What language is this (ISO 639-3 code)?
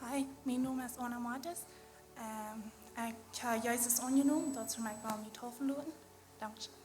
pdt